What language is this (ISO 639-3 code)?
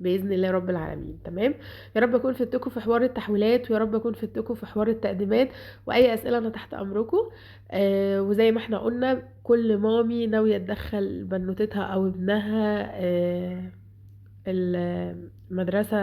arz